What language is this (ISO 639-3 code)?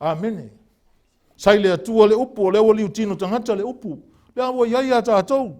smo